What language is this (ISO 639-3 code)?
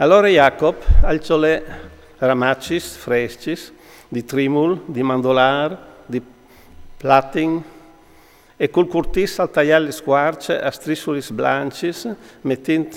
fur